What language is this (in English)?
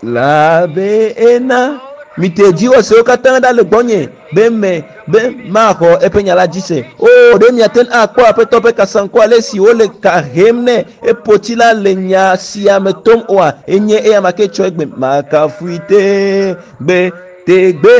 Ewe